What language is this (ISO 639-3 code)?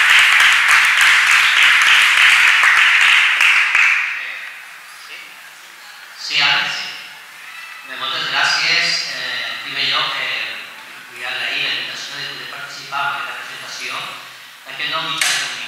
cat